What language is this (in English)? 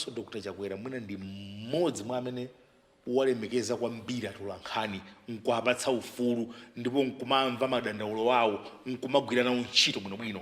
Nyanja